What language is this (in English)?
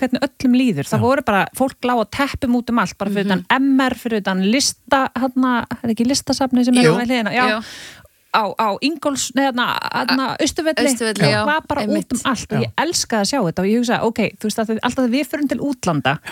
Icelandic